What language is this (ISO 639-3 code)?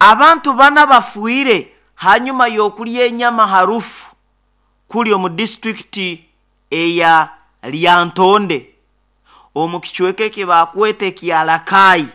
nyo